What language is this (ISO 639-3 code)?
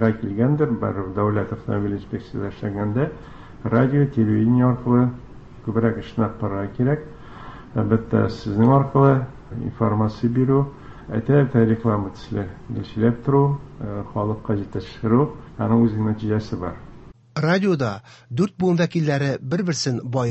tat